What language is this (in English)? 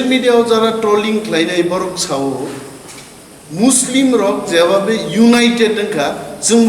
Kok Borok